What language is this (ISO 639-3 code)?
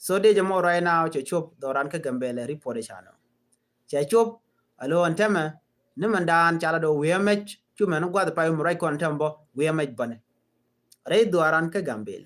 nus